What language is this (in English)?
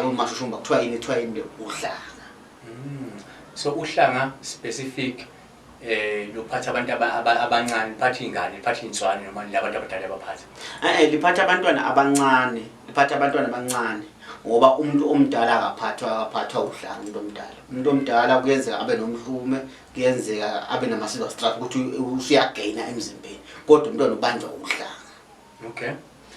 Zulu